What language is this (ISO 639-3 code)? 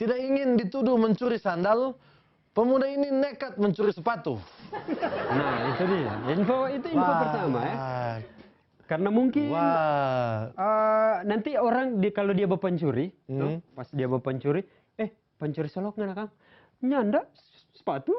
xmm